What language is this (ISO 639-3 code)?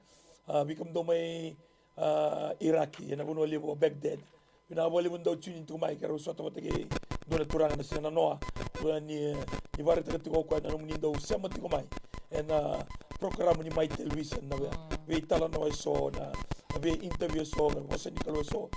fij